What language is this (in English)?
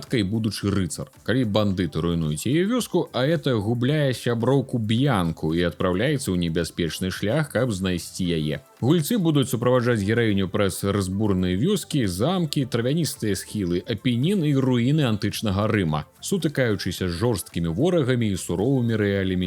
Belarusian